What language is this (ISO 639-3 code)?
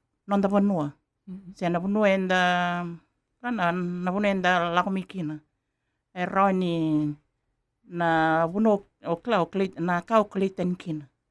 fij